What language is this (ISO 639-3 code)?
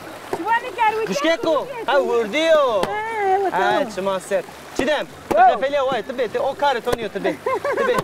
zza